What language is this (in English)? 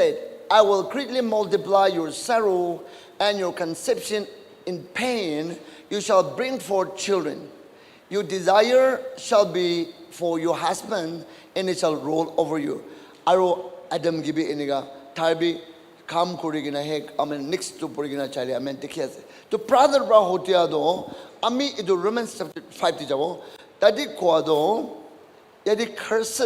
Naga Pidgin